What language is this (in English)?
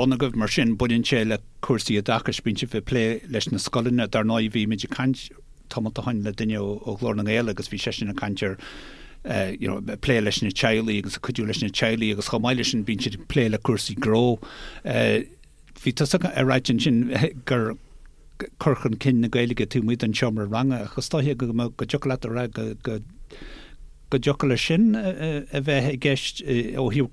Irish